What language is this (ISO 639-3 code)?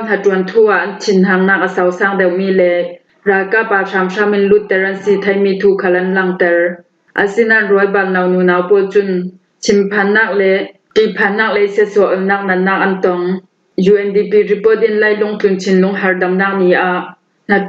cfm